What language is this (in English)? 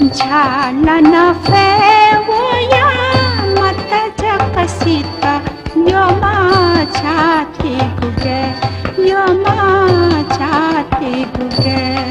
Newari